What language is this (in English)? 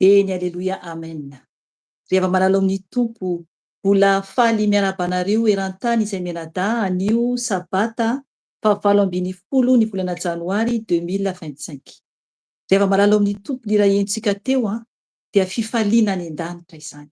Malagasy